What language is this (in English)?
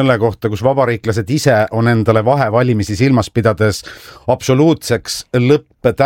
Estonian